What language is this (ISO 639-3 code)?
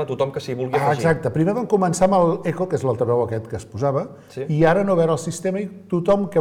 cat